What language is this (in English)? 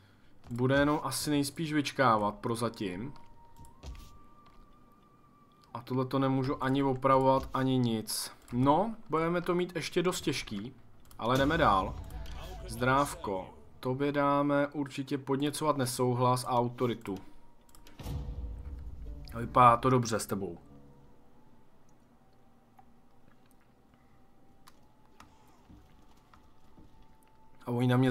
Czech